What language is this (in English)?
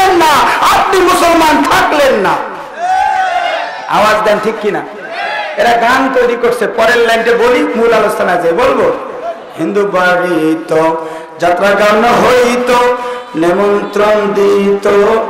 Bangla